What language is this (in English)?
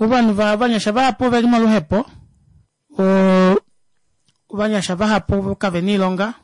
Kuanyama